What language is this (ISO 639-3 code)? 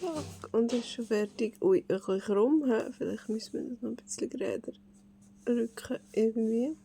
gsw